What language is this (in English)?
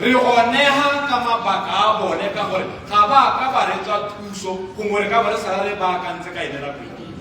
Tswana